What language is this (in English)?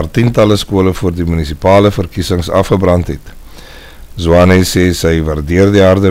Afrikaans